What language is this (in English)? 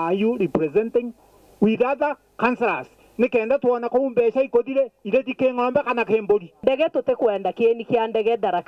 Meru